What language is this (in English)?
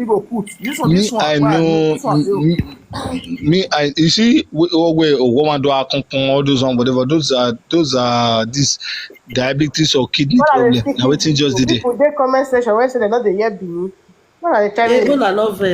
Nigerian Pidgin